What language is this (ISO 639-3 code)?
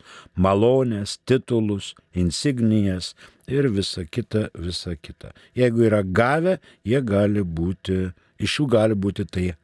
lit